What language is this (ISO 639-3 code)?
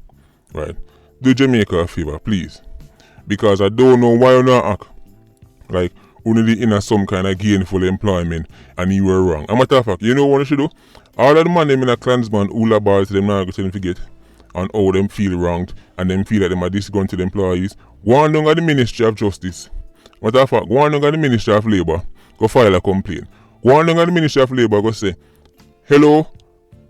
jam